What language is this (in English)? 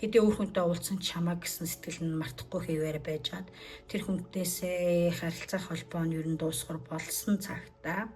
Mongolian